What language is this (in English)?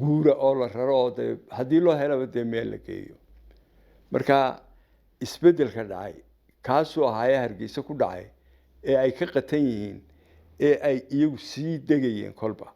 Somali